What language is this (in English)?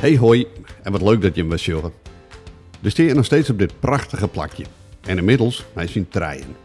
Western Frisian